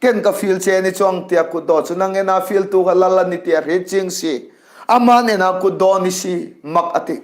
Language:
Hmar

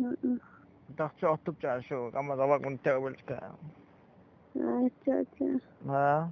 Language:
Tzotzil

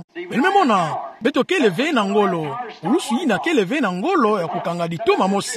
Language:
Kituba (Democratic Republic of Congo)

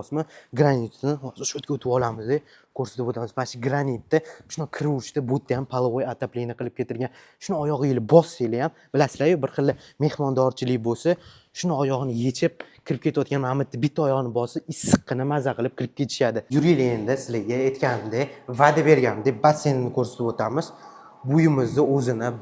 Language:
Uzbek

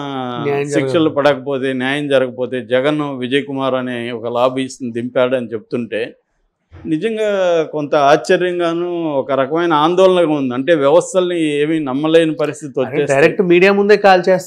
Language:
Telugu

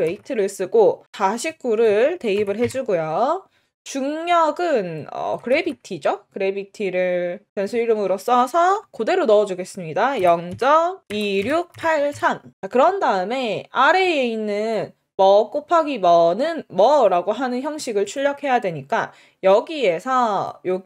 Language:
Korean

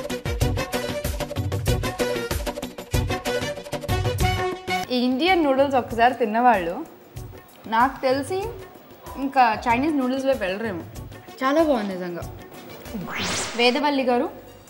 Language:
Telugu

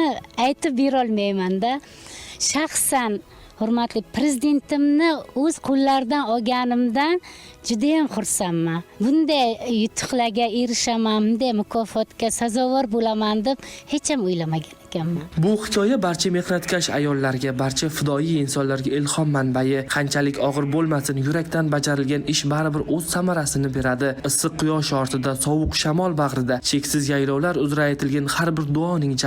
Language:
Uzbek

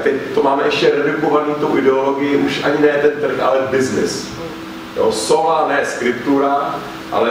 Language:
Czech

